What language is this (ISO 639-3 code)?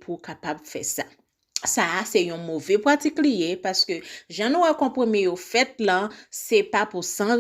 hat